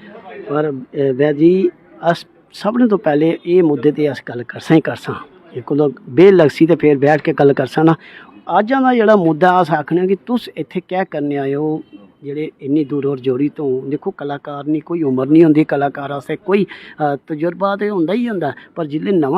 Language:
Dogri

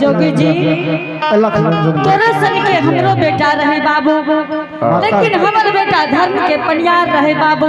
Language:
Angika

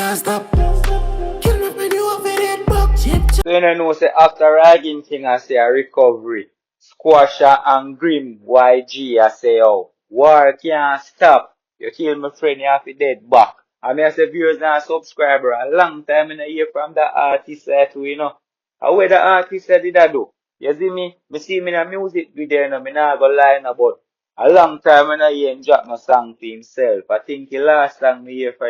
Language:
Jamaican Creole English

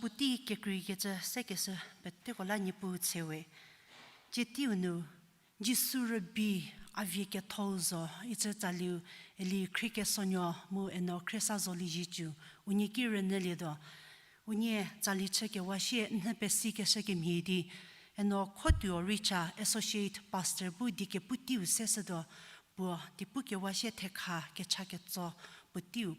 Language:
Angami Naga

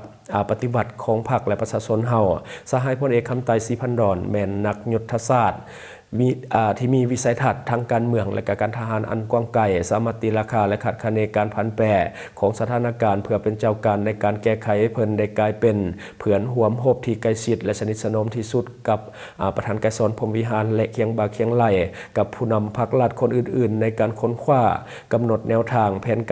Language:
Lao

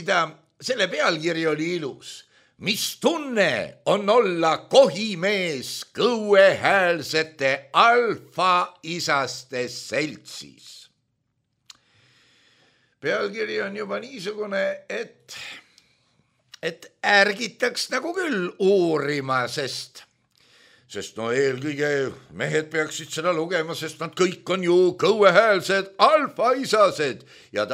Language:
Estonian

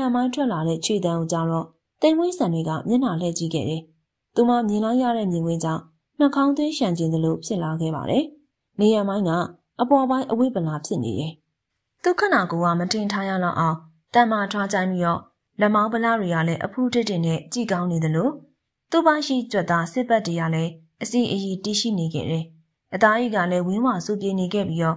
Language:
Burmese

